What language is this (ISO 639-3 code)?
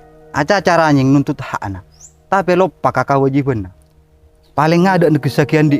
mad